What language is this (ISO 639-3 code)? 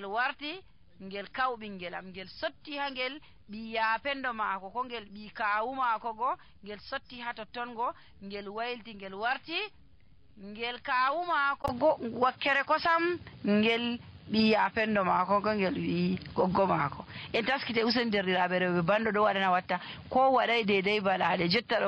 fuv